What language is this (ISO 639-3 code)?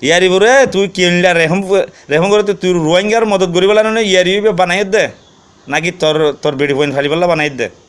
rhg